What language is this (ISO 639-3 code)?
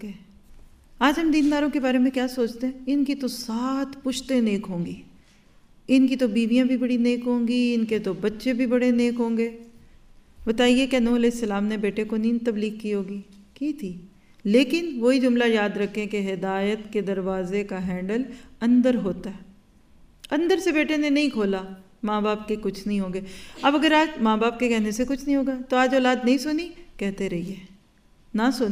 urd